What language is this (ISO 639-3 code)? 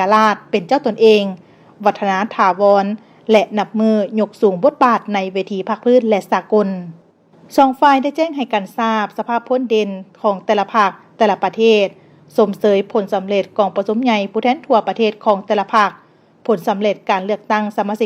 lao